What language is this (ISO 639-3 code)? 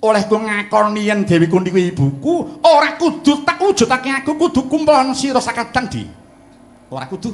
jav